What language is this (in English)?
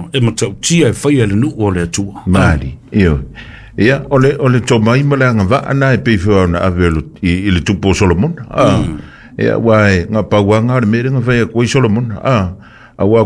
Samoan